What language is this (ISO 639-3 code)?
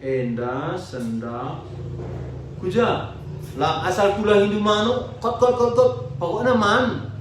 btx